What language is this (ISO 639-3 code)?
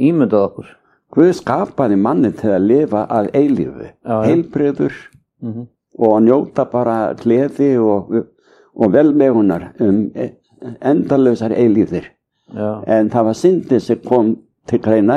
isl